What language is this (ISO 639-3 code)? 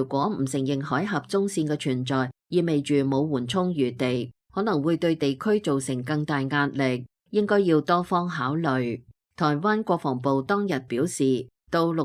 yue